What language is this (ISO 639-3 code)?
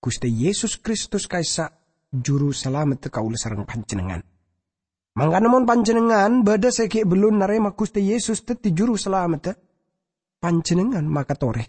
mad